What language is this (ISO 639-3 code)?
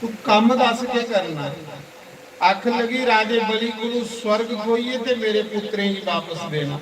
doi